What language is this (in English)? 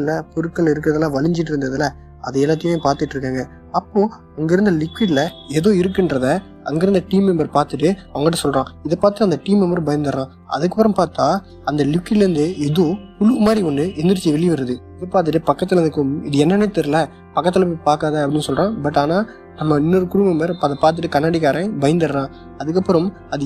Tamil